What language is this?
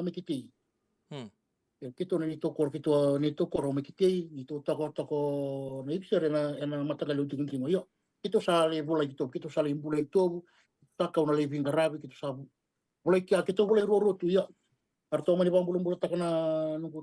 Fijian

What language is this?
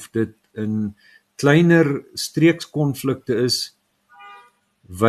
Afrikaans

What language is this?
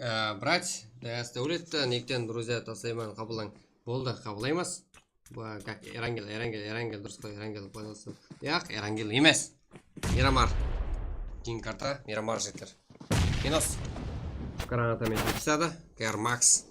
Kara-Kalpak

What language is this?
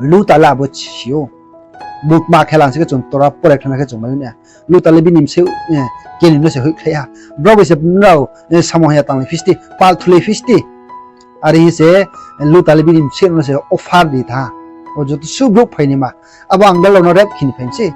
Riang (India)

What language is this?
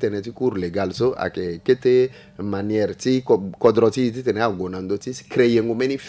Sango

